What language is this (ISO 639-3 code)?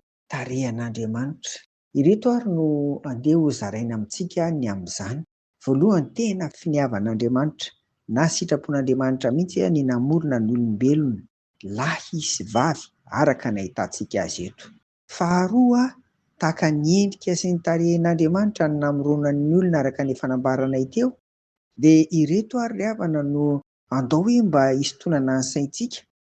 mlg